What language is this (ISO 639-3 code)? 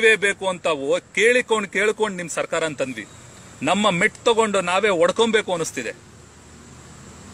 kan